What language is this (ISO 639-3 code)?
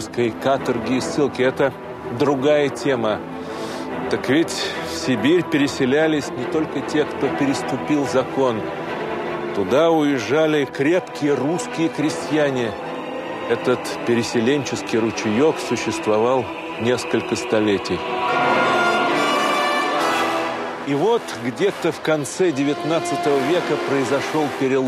rus